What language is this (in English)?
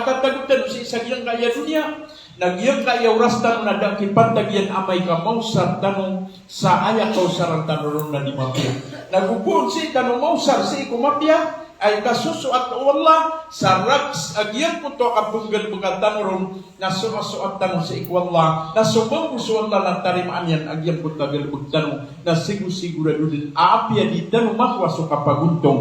Maranao